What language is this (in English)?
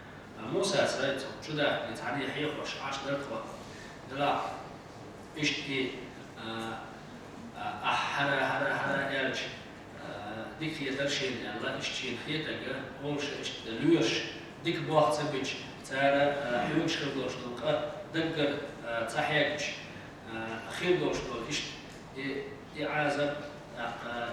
Chechen